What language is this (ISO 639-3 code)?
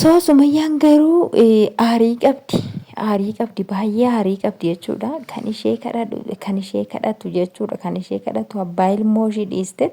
orm